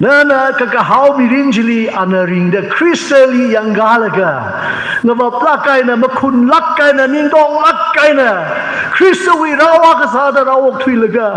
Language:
Tangkhul Naga (India)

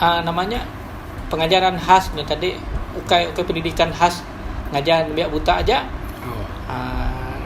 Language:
Iban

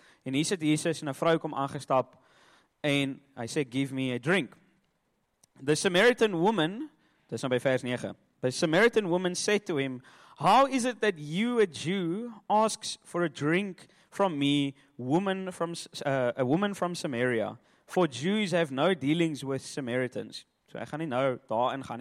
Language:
Afrikaans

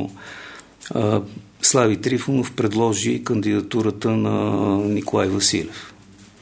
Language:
Bulgarian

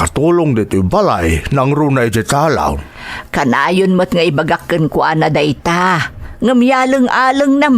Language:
Iloko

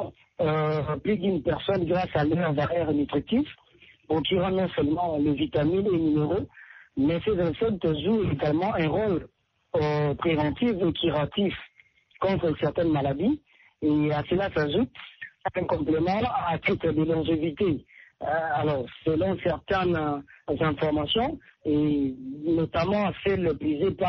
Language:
French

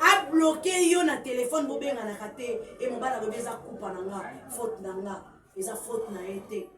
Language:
Lingala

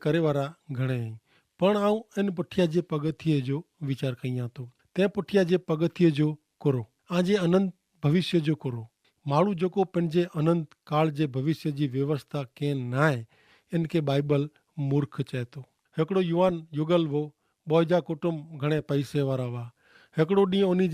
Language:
Kachhi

